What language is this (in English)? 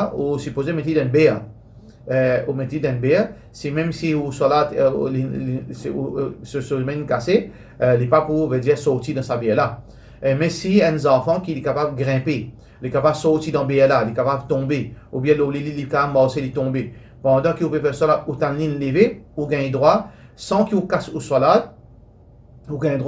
Morisyen